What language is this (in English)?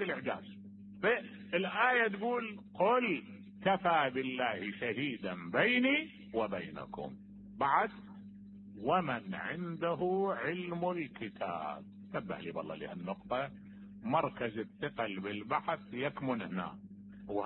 Mesopotamian Arabic